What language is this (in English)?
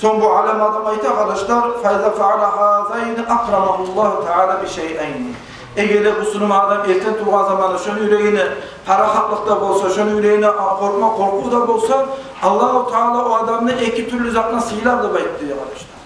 Kumyk